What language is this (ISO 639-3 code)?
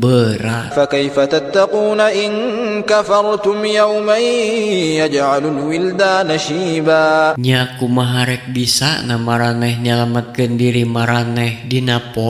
sun